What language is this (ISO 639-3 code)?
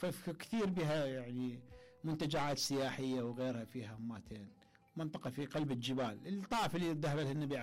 acm